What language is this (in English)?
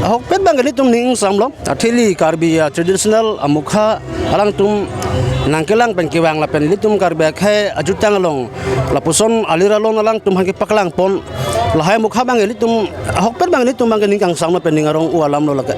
Karbi